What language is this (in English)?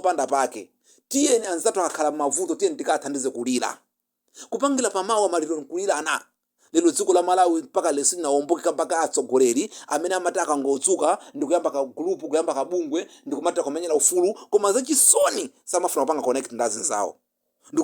Nyanja